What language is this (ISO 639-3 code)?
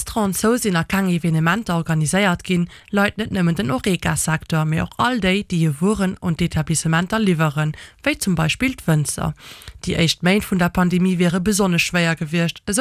ltz